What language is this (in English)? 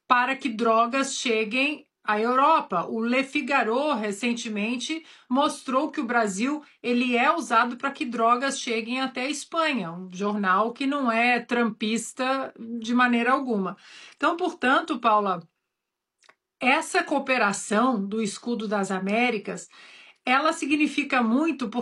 Portuguese